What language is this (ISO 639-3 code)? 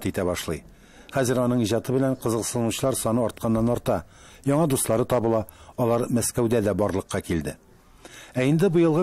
tat